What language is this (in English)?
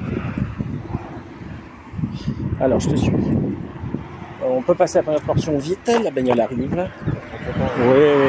French